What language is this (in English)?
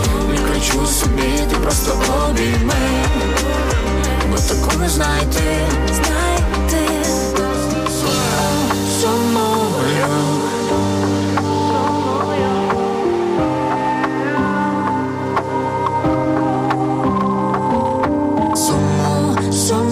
Ukrainian